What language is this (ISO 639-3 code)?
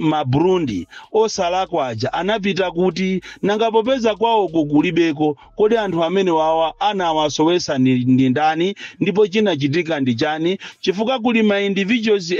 nya